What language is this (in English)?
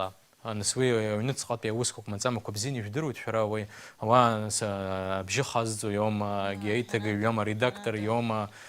Abkhazian